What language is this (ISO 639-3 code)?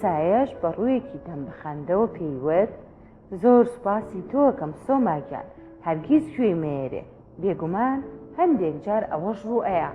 ckb